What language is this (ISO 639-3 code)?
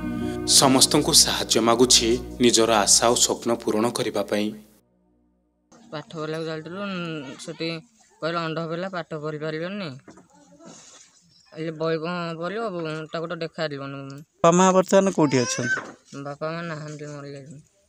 ori